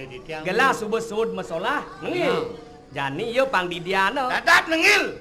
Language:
Balinese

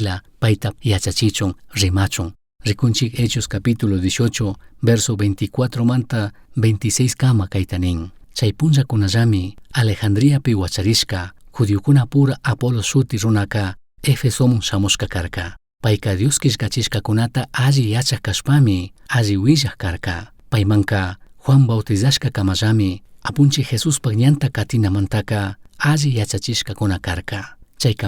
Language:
Chimborazo Highland Quichua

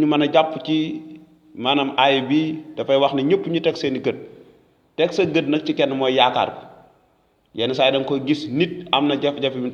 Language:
Wolof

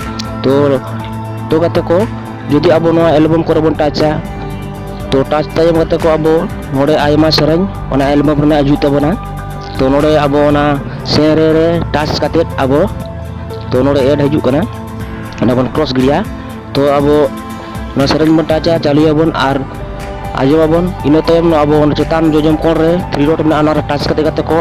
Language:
Santali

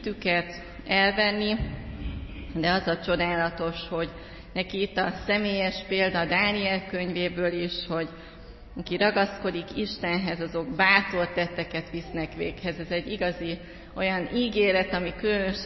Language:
Hungarian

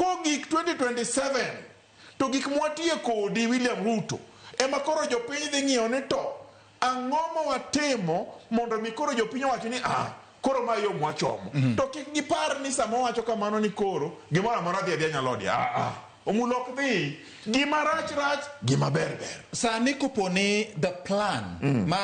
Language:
Luo (Kenya and Tanzania)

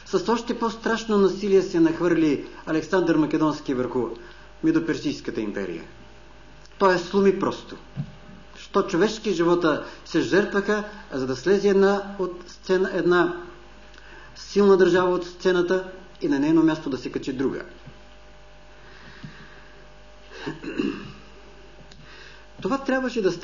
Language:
Bulgarian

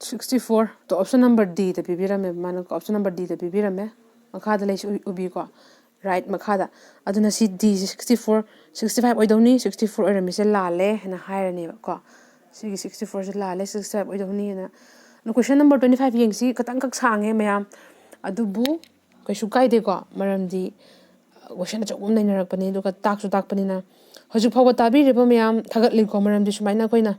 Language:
Manipuri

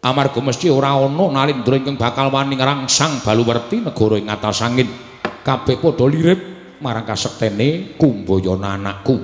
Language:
Javanese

